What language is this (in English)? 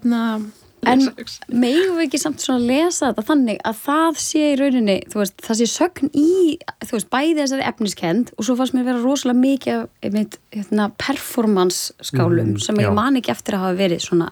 Icelandic